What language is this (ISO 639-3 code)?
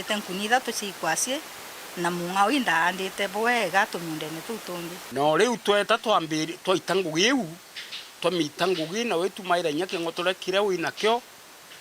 mer